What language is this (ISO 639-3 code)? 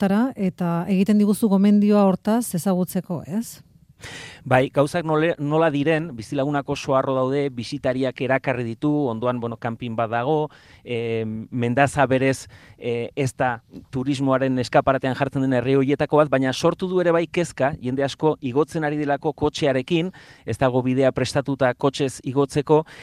eus